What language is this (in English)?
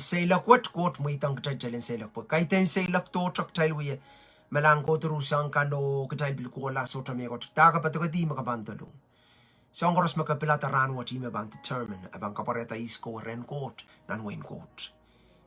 Pohnpeian